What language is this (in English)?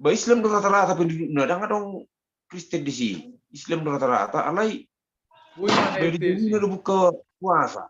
Batak Toba